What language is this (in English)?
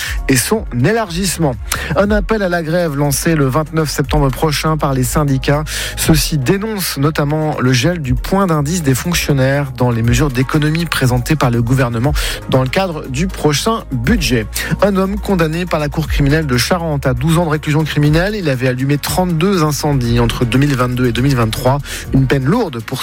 French